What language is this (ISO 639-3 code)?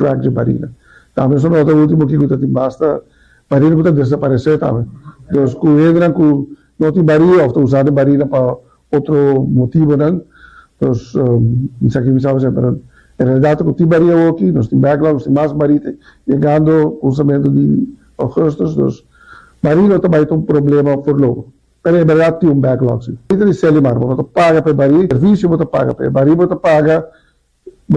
pap